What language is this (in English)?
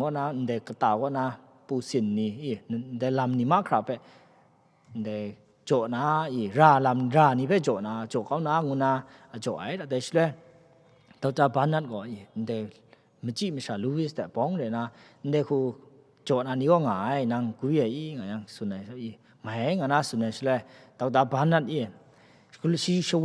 Kachin